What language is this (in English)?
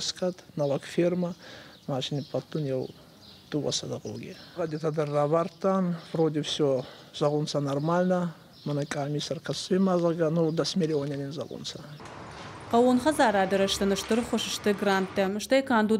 Ossetic